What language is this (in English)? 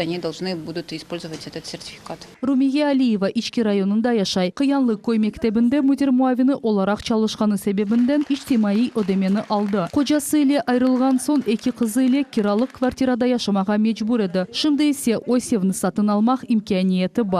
Crimean Tatar